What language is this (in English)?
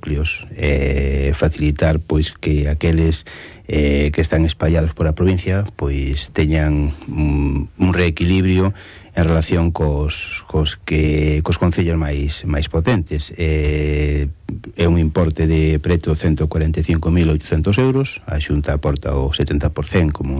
Galician